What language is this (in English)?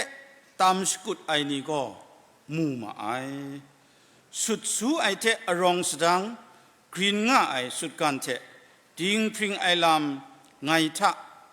Kachin